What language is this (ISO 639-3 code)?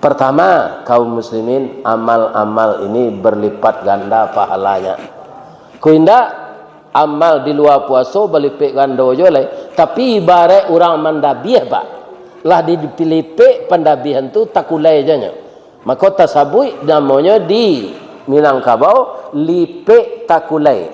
min